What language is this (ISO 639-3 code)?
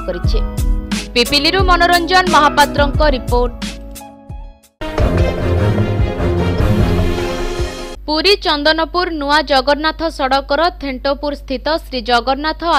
ori